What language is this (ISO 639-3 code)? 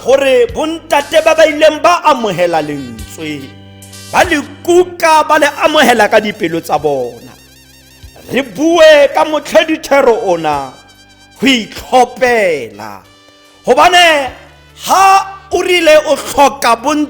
tsn